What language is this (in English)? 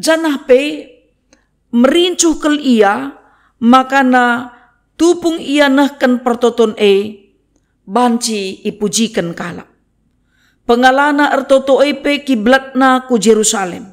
Batak Karo